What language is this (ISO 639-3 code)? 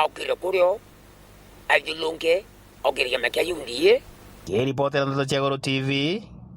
mer